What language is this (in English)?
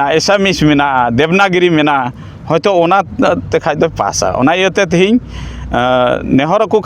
Santali